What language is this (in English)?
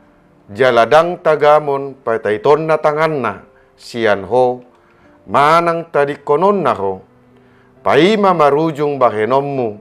Batak Toba